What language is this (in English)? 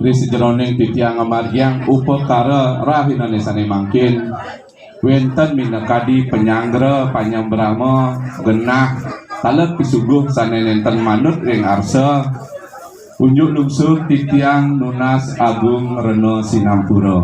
Balinese